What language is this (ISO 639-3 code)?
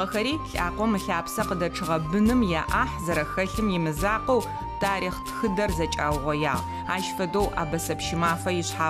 ady